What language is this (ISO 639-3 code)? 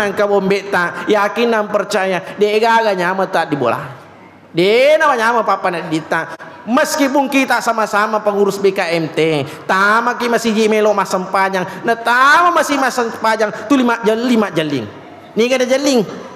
bug